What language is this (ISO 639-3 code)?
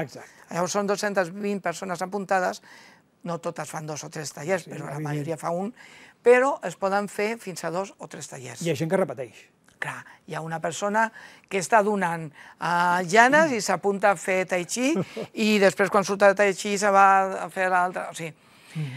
cat